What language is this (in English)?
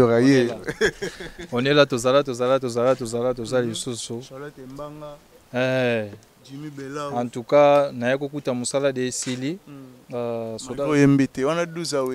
Lingala